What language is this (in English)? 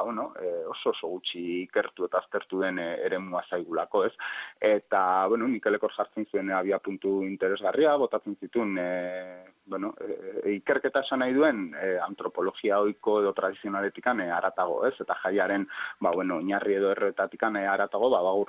Basque